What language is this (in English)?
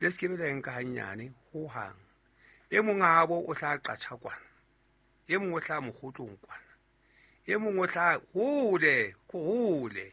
Southern Sotho